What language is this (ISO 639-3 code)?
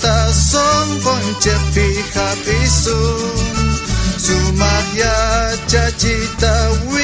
quh